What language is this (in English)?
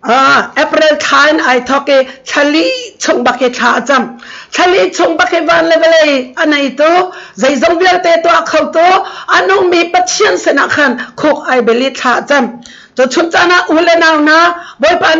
Hakha Chin